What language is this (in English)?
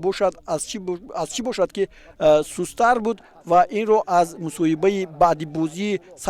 Tajik